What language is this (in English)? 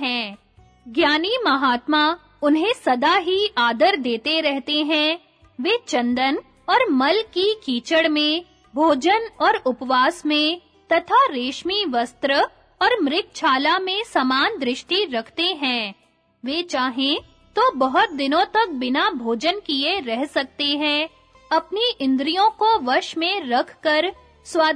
Hindi